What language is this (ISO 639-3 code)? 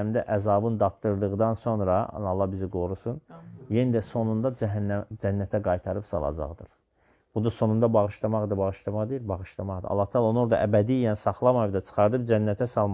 aze